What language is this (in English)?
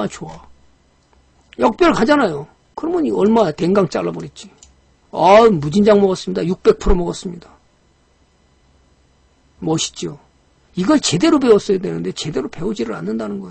Korean